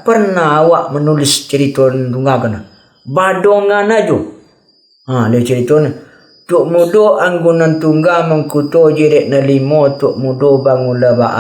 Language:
Minangkabau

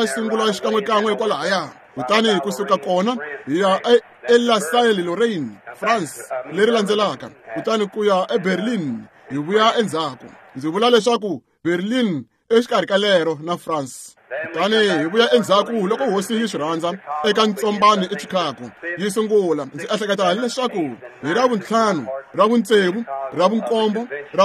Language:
Tsonga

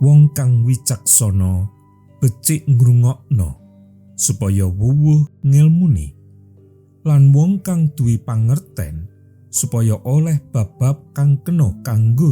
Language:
Javanese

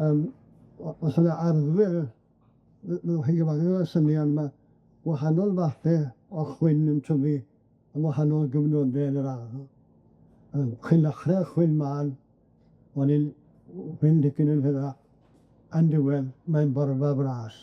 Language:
Welsh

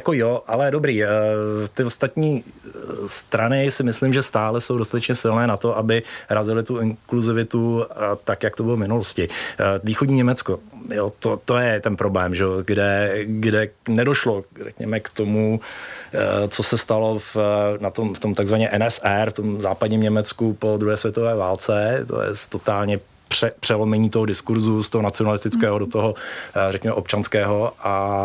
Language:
Czech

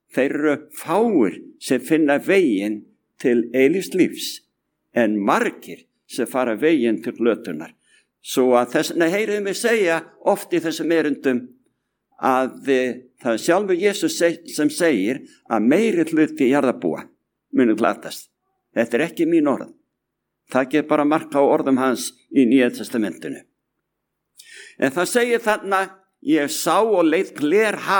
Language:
Icelandic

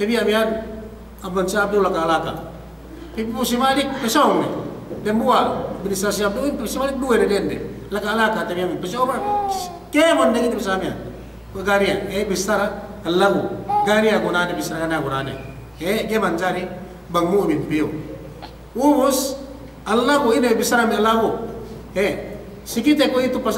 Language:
Yakan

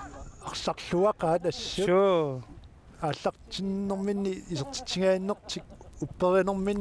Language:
Kalaallisut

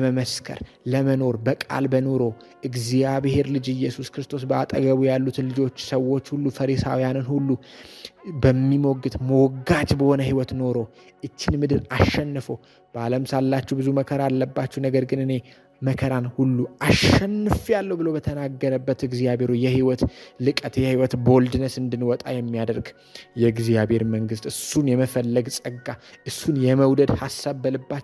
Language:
Amharic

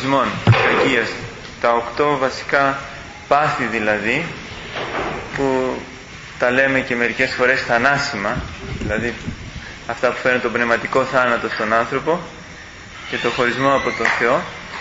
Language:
Greek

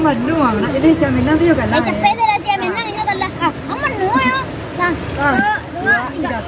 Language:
Minangkabau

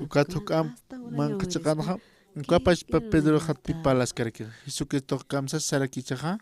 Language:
Aymara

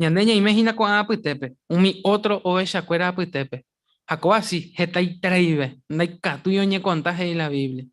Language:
Guarani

